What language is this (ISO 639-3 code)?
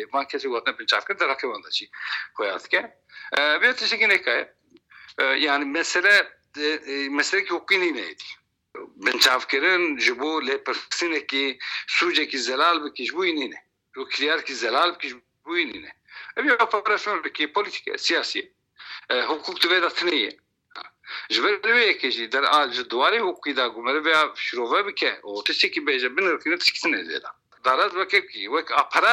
kur